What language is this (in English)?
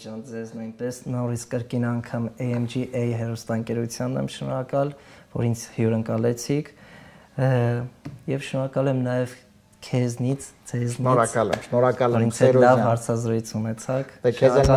Armenian